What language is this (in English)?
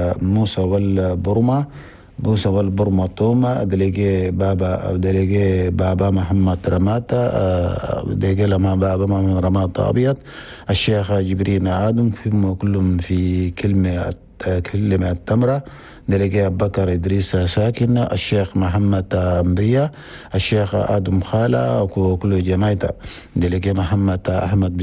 Chadian Arabic